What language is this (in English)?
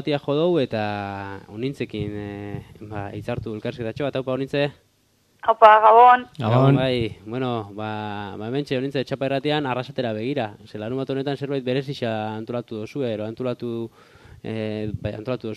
Basque